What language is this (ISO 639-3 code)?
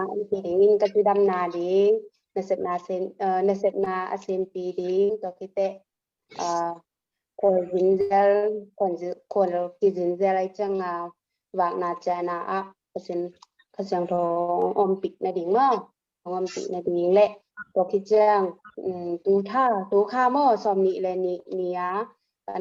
ctd